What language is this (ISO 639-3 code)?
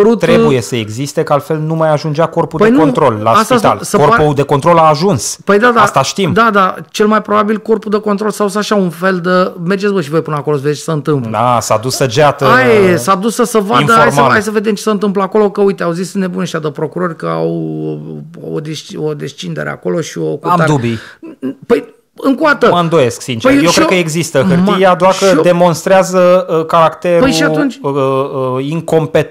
ron